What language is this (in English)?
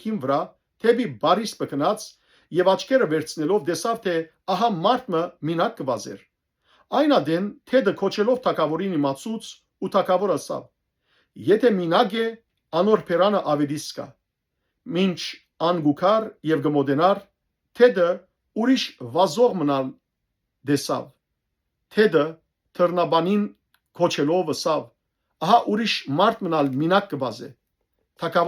Western Armenian